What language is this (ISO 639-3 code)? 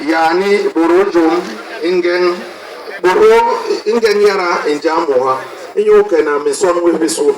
bas